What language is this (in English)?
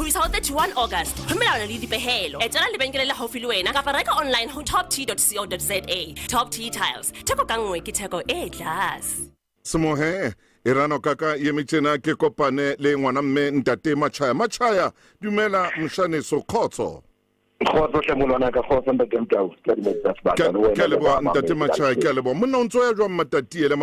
Southern Sotho